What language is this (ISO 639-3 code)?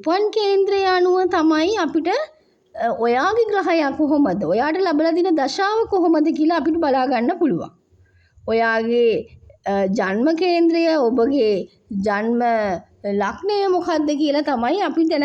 sin